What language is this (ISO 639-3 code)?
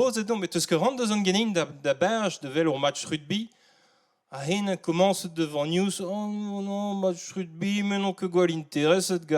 bre